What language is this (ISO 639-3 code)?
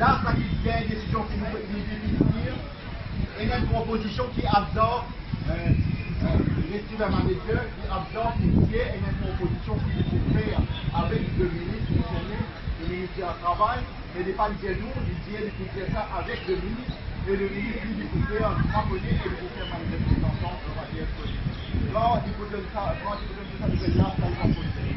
mfe